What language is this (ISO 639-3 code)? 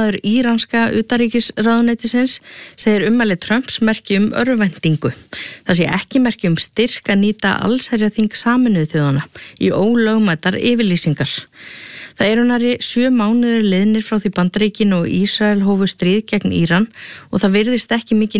isl